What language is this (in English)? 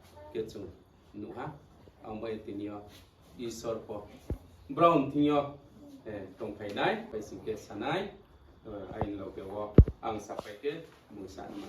Riang (India)